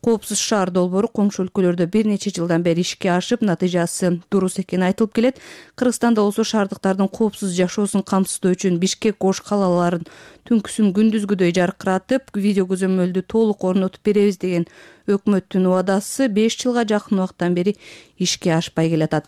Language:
Kyrgyz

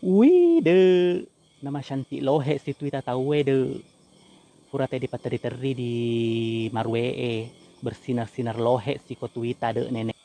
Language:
Buginese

